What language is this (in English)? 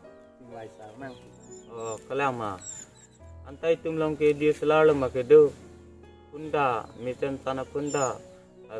Karbi